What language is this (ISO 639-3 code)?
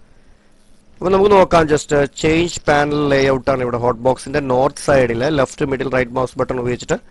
mal